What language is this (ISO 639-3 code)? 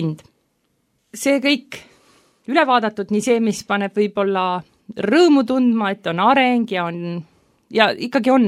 est